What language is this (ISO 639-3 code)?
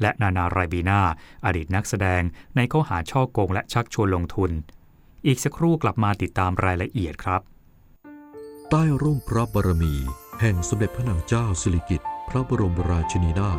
tha